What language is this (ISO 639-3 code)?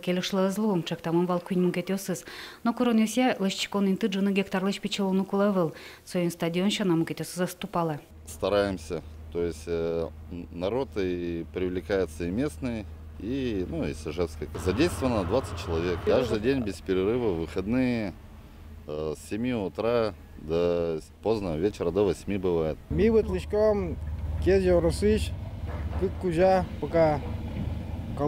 udm